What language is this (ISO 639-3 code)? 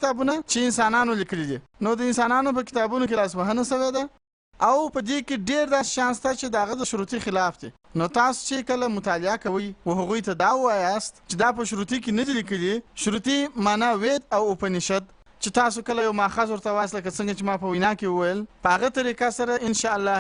pus